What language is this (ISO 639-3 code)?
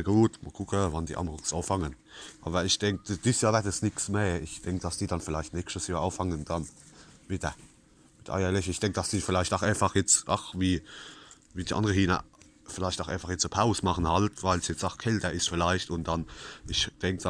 pfl